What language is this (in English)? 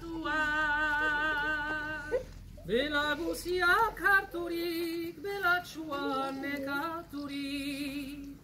Basque